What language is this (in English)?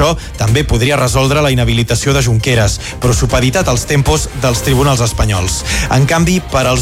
Catalan